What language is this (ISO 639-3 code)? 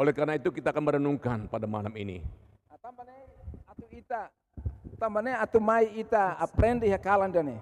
tet